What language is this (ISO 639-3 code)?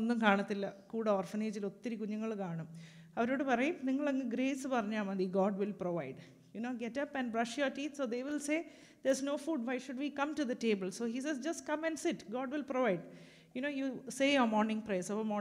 mal